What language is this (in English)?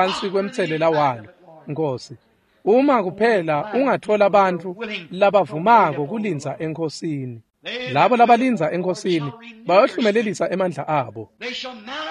Swati